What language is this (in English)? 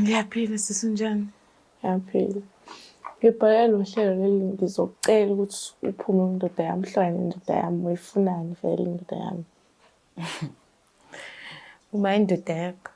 Zulu